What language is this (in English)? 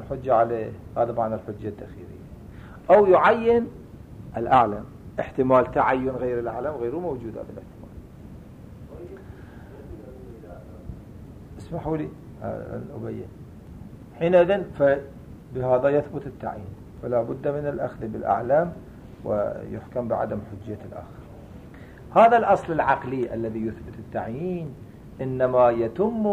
Arabic